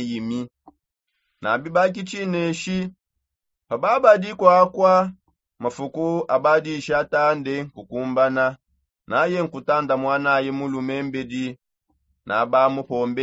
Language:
Songe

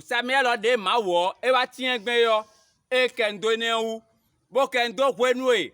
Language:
Fon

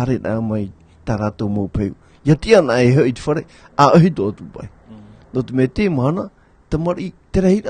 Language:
Tahitian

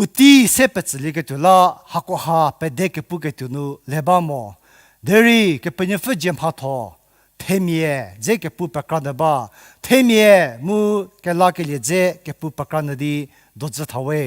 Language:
Angami Naga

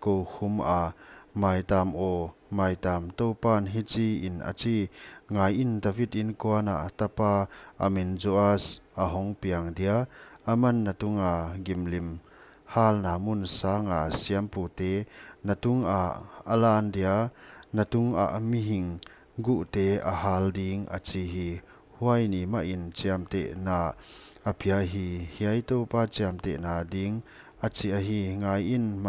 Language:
Paite Chin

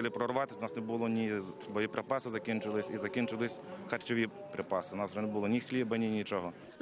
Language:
Ukrainian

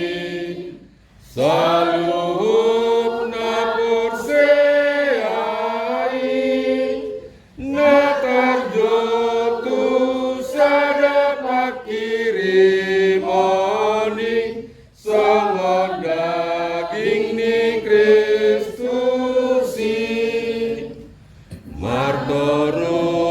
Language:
Batak Toba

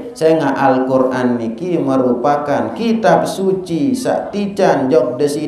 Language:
Sasak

